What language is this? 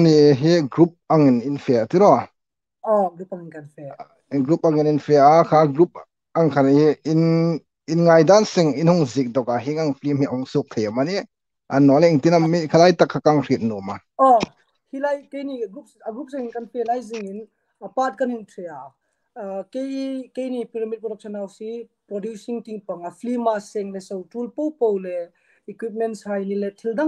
Hmar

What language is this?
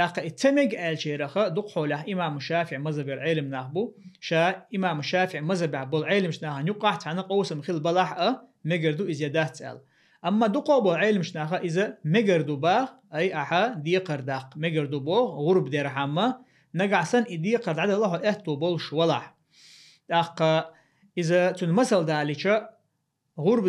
Chechen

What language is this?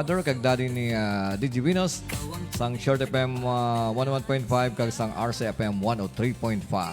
Hiligaynon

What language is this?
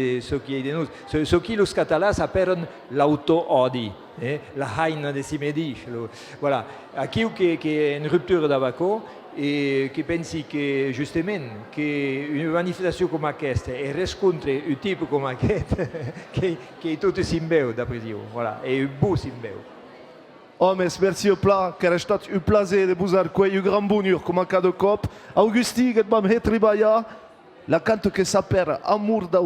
Occitan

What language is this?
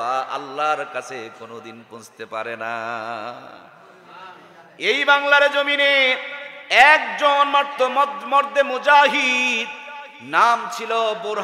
Bangla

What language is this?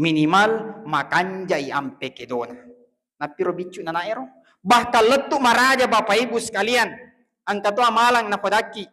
Buginese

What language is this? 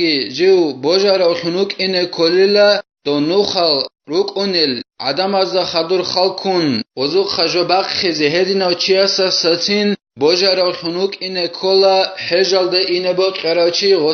Avaric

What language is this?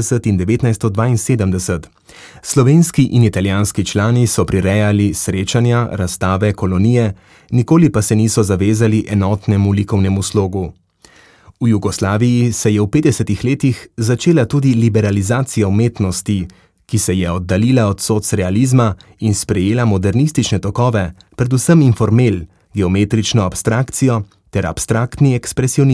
Slovenian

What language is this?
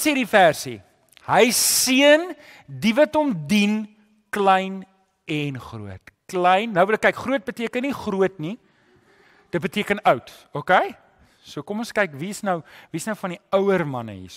Afrikaans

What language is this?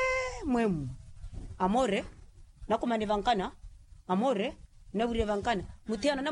Makhuwa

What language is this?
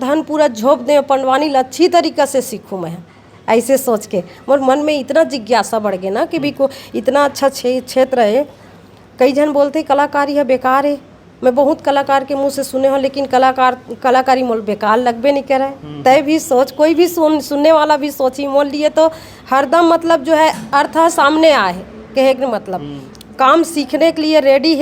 Chhattisgarhi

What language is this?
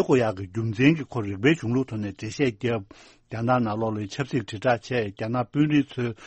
Tibetan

